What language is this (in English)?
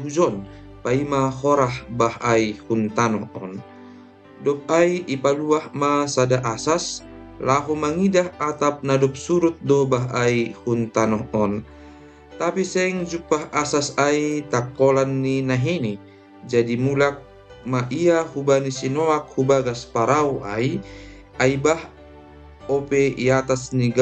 Batak Simalungun